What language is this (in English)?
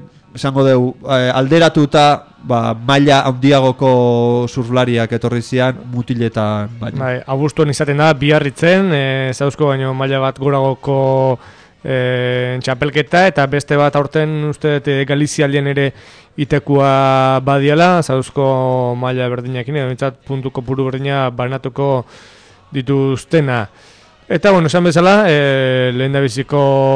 Basque